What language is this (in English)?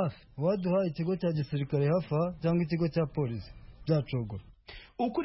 Kinyarwanda